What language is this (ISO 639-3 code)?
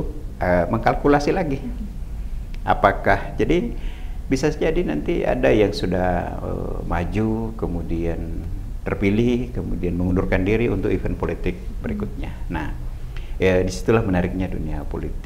ind